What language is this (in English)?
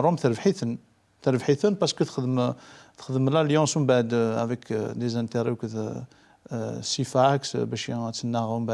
Kabyle